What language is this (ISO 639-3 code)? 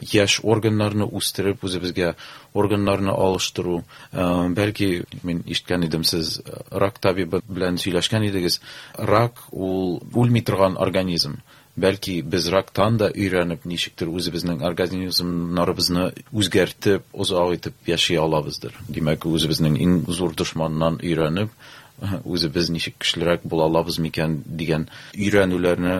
tat